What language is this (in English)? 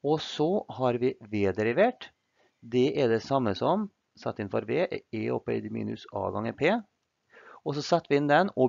Norwegian